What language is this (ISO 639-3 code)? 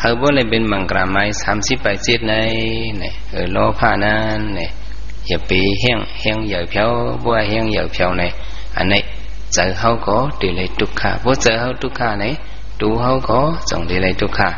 shn